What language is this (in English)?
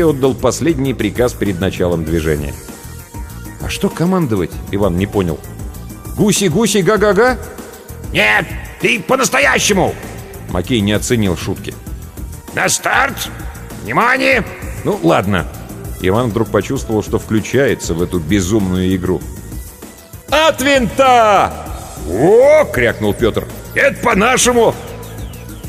Russian